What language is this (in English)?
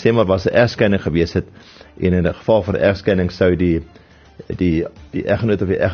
Afrikaans